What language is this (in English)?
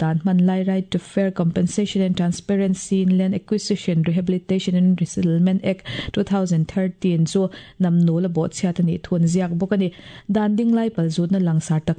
Mizo